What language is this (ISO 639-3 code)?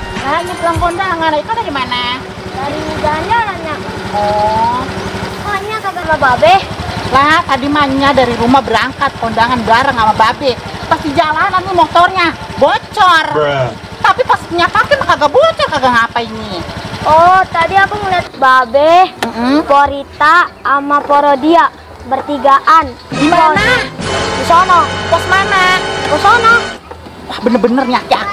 bew